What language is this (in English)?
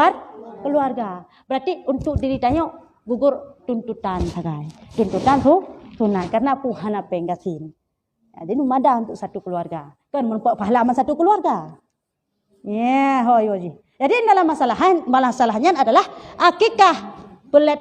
Achinese